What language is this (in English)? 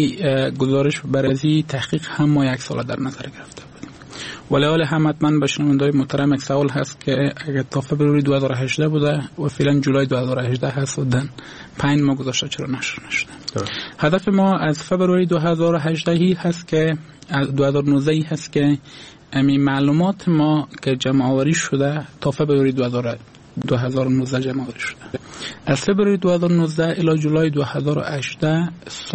Persian